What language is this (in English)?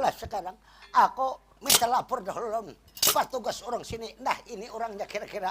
Banjar